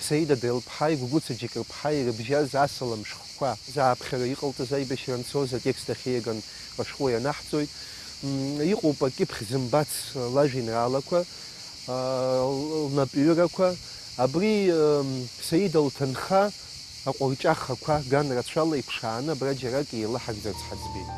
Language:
Abkhazian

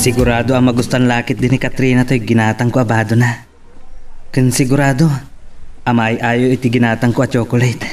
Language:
Iloko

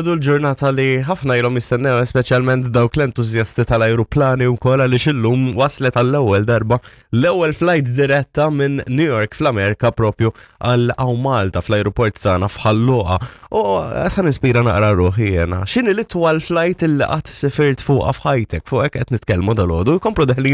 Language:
Maltese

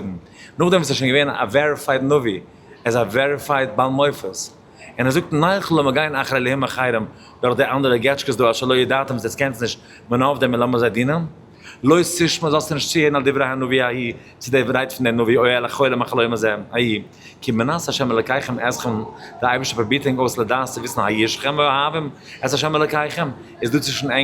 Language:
Yiddish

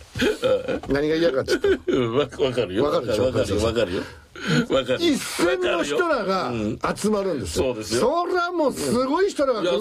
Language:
Japanese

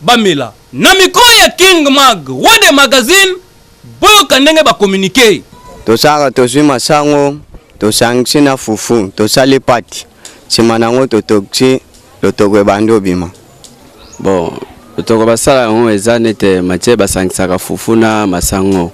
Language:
Lingala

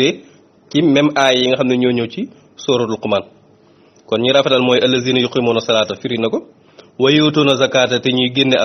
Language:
Wolof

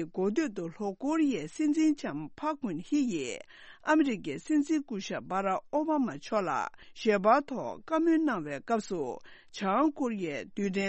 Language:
Tibetan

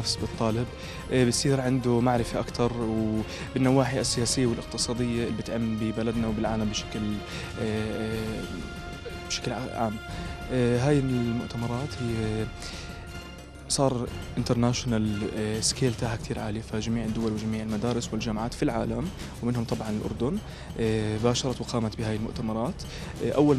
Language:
South Levantine Arabic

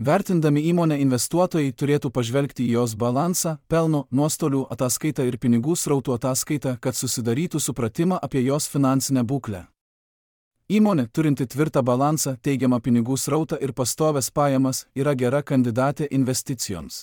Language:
Lithuanian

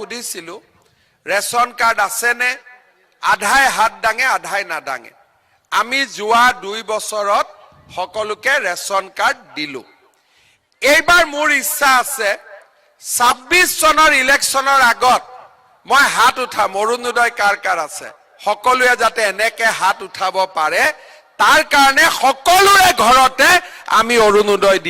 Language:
Assamese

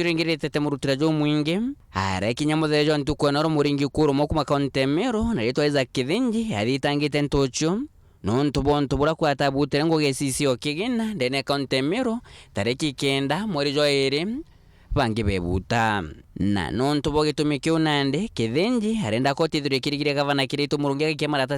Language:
Meru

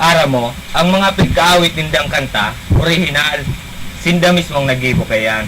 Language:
Bikol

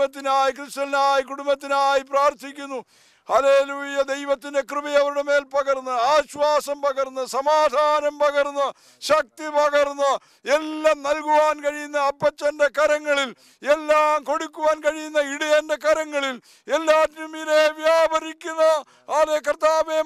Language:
Malayalam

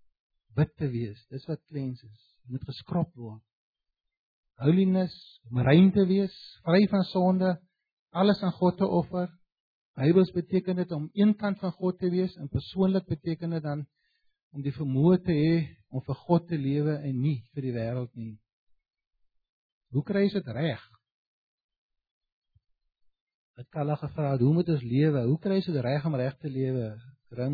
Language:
Afrikaans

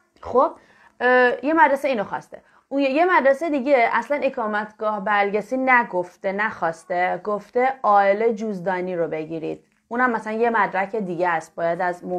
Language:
Persian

